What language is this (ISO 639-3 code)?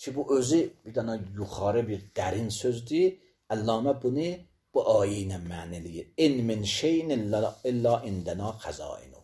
aze